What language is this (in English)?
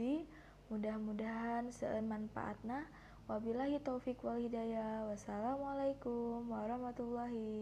Sundanese